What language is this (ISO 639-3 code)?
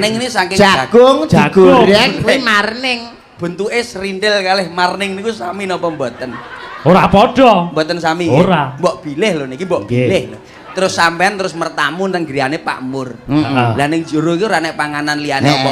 jav